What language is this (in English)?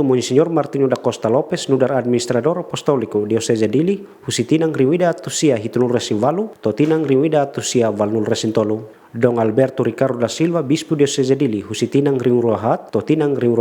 Tetum